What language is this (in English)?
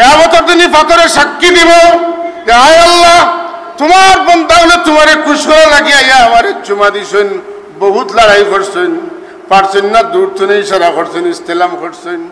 Sylheti